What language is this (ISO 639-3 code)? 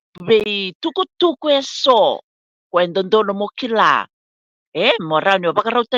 fij